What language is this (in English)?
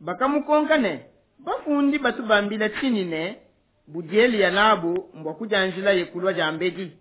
Luba-Lulua